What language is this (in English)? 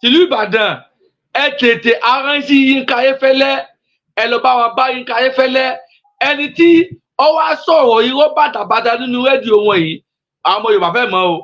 Yoruba